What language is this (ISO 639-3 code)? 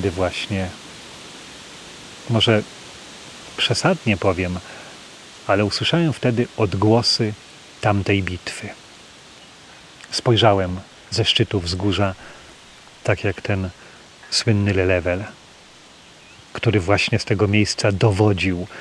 pol